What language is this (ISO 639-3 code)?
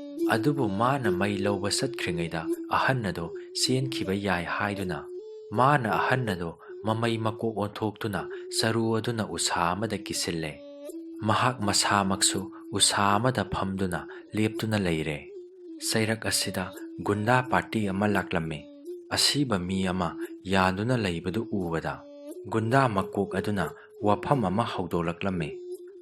mni